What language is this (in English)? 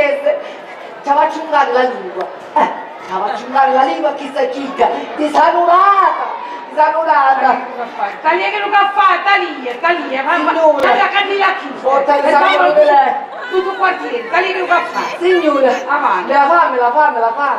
Sicilian